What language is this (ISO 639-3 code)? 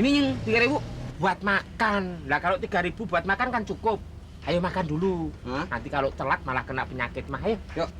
bew